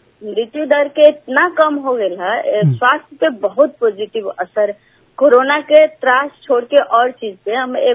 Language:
Bhojpuri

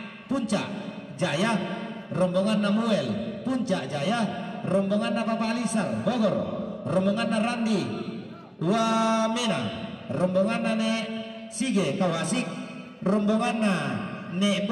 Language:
Toraja-Sa'dan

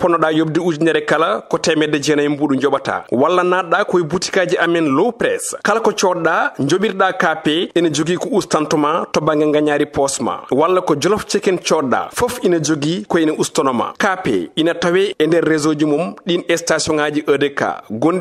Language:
Fula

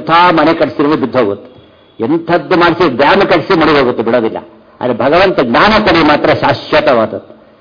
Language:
Kannada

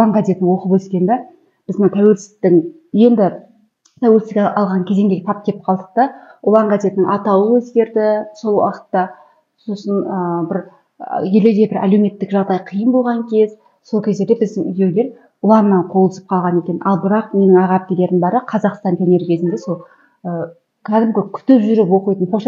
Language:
Kazakh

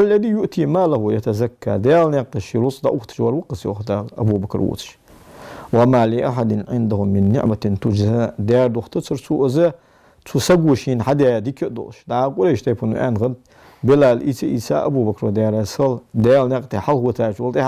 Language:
Ingush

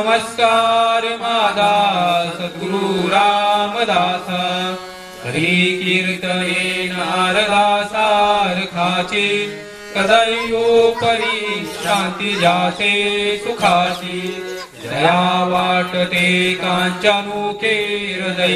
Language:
Marathi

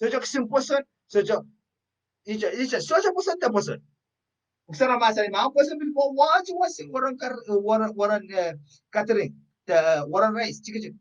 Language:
Pohnpeian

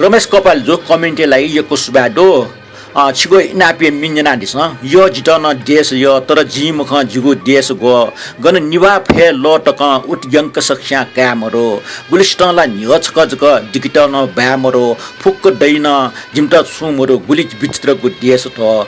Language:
Newari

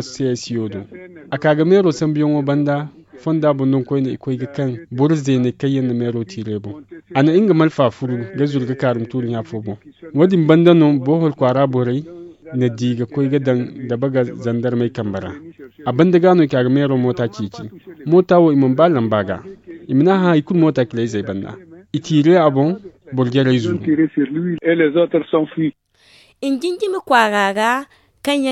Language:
Zarma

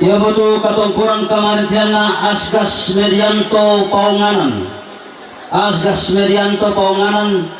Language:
Toraja-Sa'dan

